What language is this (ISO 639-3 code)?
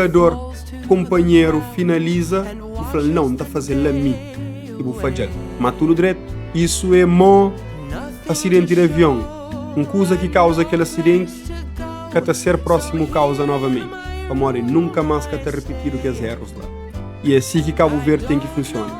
kea